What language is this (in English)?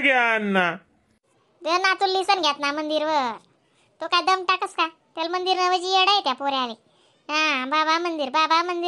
Khandesi